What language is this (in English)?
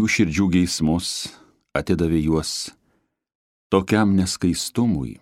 Lithuanian